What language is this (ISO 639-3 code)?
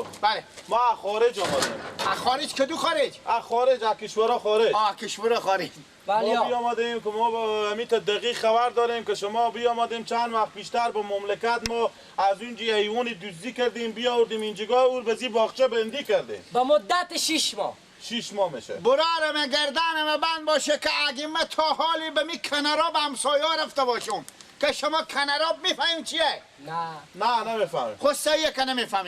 fas